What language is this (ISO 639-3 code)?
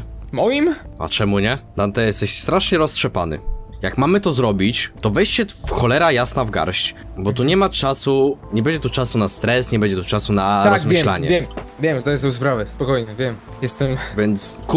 pol